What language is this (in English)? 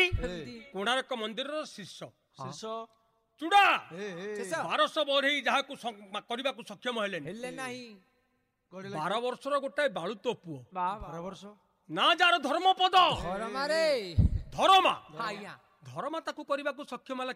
Odia